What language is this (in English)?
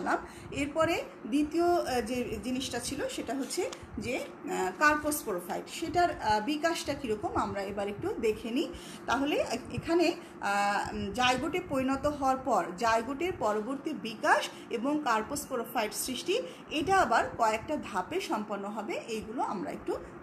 Bangla